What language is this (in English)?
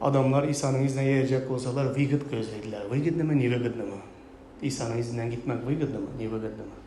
Turkmen